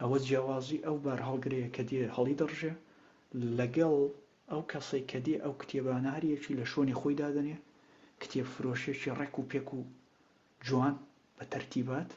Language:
Central Kurdish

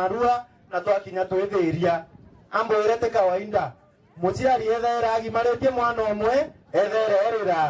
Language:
Meru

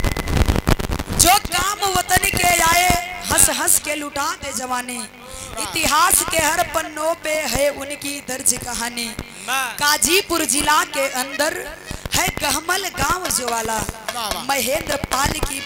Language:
Bhojpuri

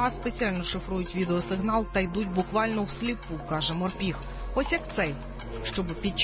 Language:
Ukrainian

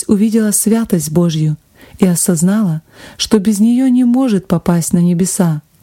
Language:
Russian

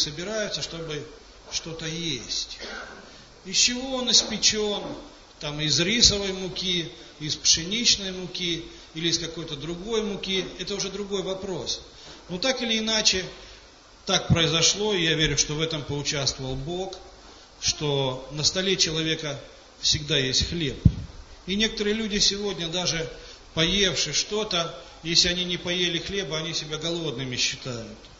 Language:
Russian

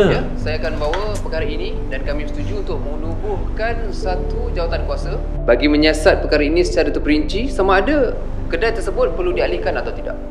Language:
Malay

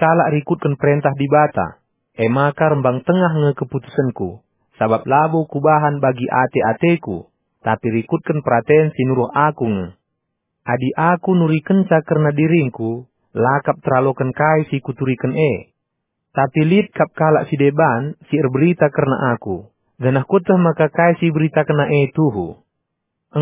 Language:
Batak Karo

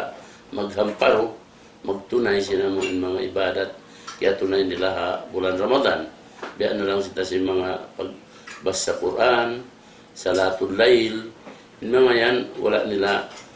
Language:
Tausug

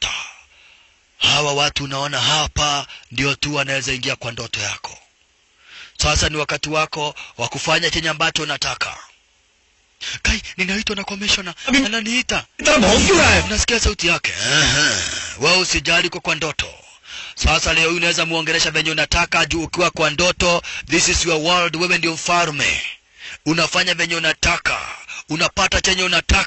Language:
Swahili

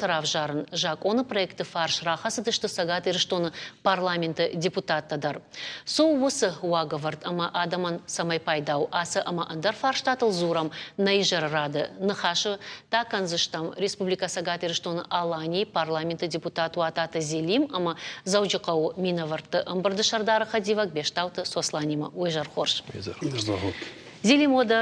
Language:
Ossetic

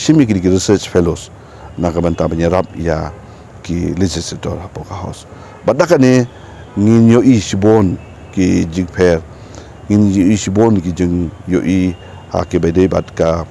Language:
Khasi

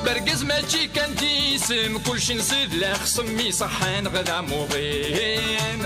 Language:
Kabyle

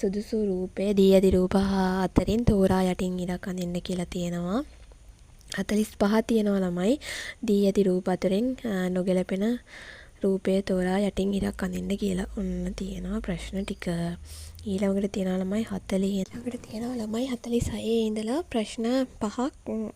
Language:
Sinhala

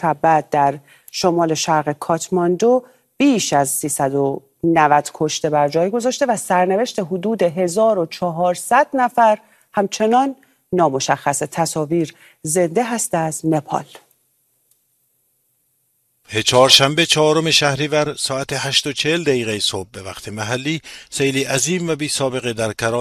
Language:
Persian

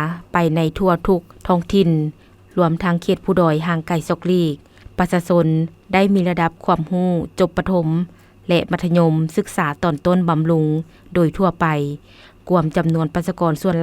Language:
Lao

